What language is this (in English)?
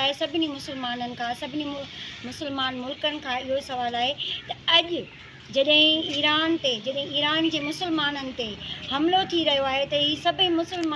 Sindhi